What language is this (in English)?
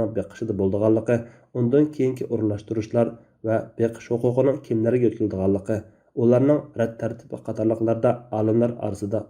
Uyghur